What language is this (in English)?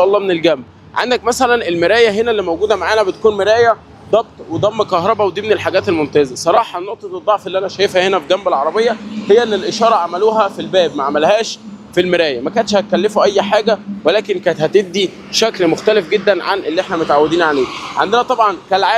Egyptian Arabic